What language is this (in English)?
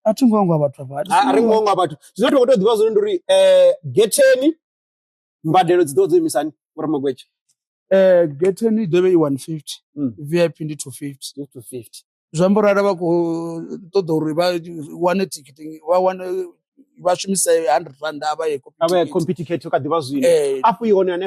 Venda